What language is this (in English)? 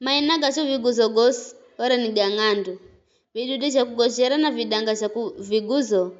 Giryama